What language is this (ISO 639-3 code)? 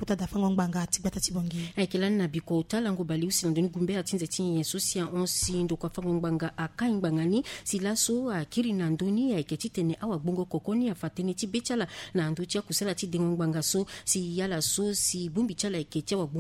sag